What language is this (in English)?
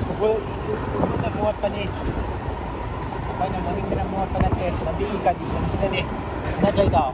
Manipuri